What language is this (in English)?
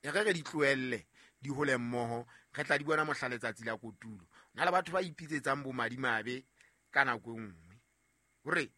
Southern Sotho